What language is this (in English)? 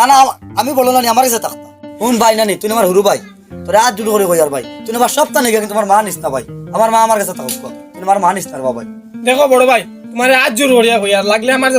Sylheti